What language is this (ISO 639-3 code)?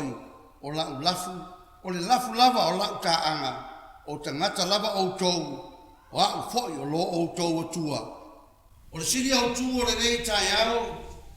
smo